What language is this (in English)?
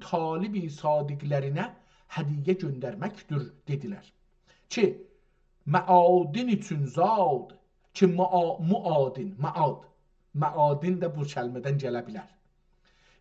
South Azerbaijani